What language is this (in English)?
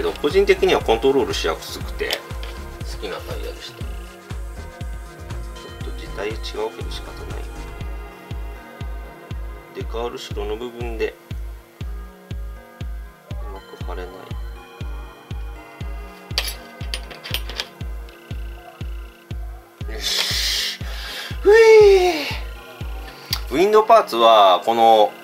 Japanese